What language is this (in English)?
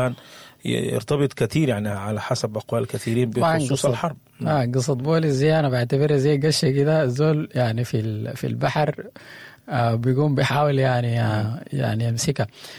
Sudanese Arabic